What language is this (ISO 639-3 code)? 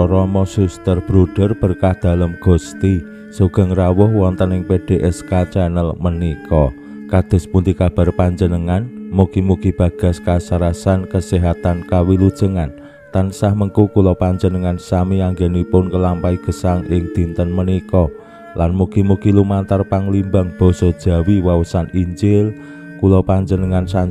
jav